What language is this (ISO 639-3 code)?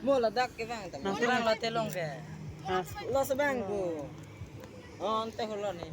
mjw